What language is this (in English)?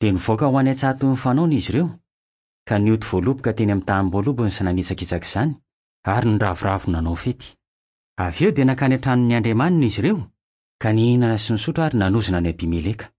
Malagasy